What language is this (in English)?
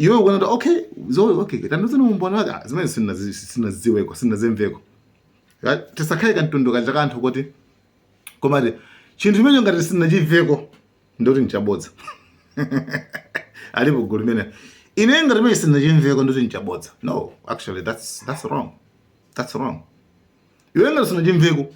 Nyanja